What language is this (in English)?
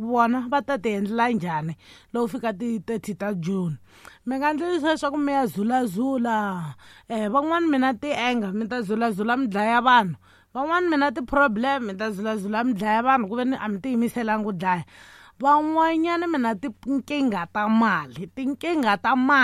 Tsonga